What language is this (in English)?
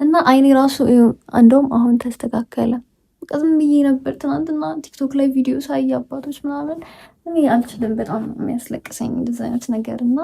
Amharic